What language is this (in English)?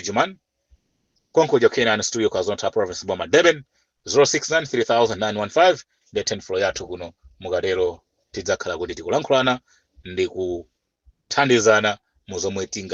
Nyanja